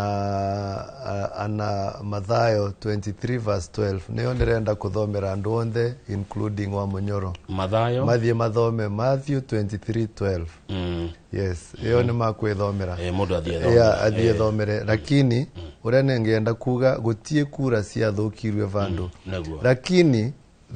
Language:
Kikuyu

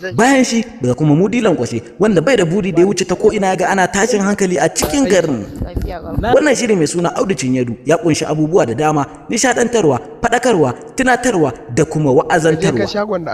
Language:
Hausa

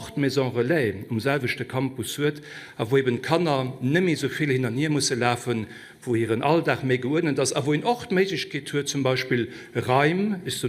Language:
Luxembourgish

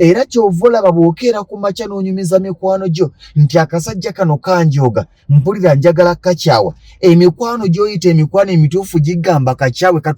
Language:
Ganda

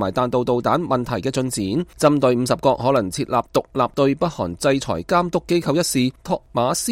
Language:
Cantonese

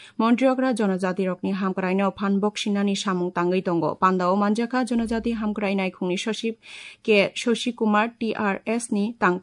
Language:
Kok Borok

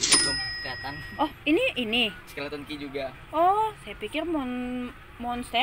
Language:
Indonesian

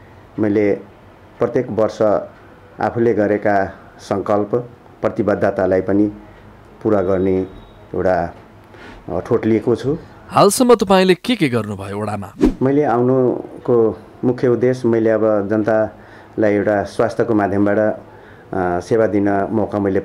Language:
Nepali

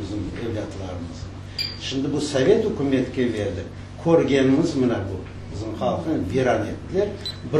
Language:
Crimean Tatar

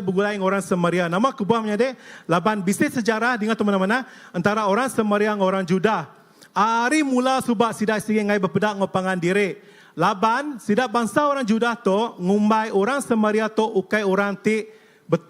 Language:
Iban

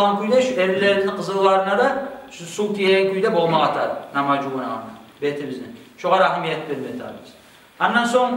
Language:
Kumyk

